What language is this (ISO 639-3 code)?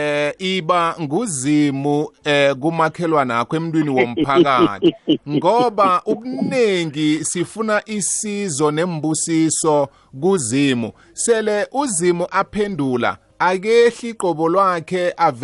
nbl